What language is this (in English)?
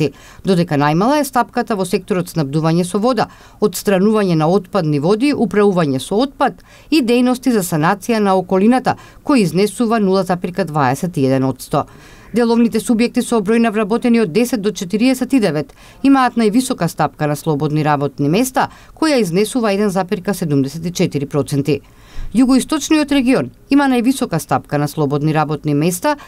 Macedonian